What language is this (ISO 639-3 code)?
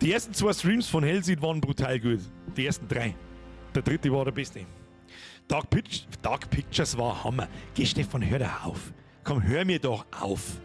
bar